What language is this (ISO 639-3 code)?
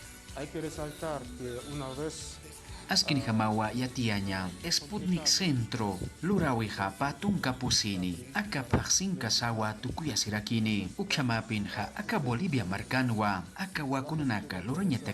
aym